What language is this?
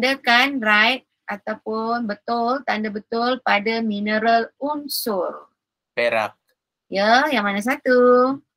Malay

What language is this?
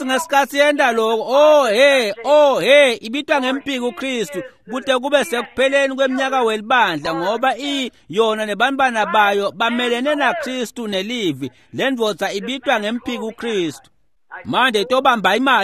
Swati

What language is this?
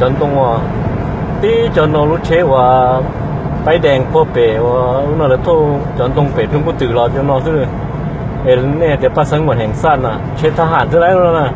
Hmong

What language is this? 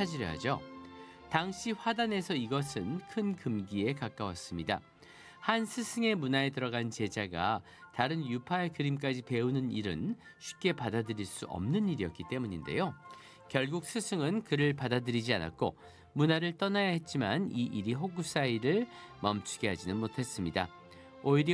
Korean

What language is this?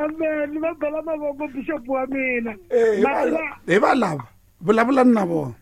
Tsonga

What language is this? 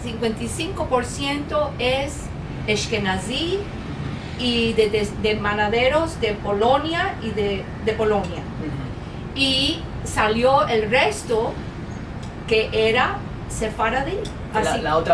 Ladino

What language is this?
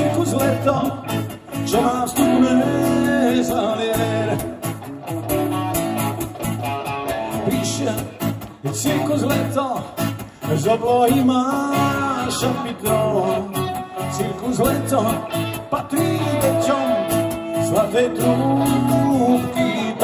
Slovak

